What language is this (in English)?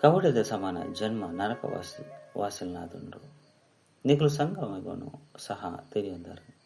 Tulu